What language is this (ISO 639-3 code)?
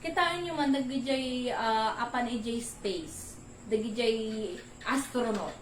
ilo